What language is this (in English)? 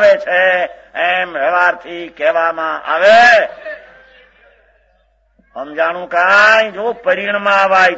Gujarati